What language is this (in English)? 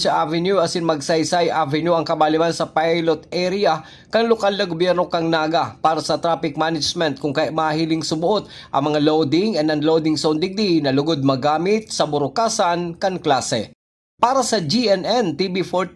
Bikol